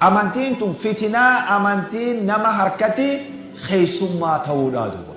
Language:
Oromo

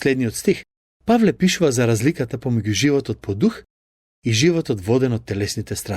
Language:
Macedonian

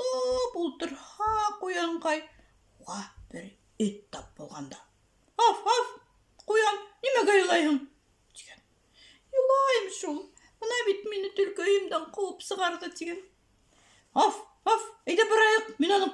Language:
Bashkir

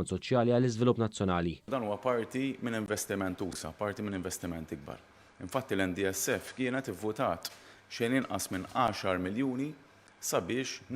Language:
Maltese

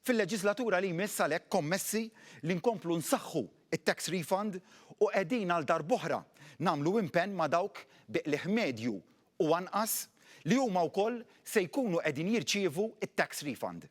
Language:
Maltese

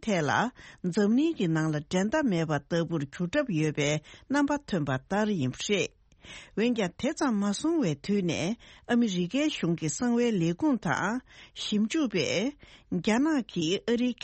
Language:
Tibetan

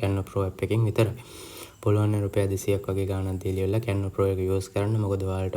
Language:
Sinhala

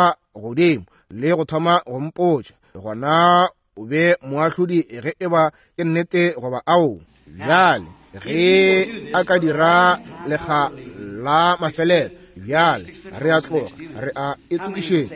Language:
Northern Sotho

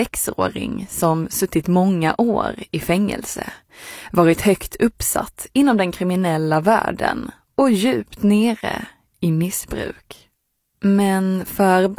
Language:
Swedish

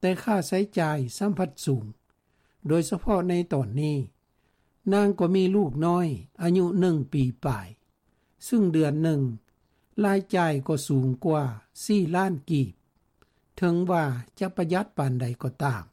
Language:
Lao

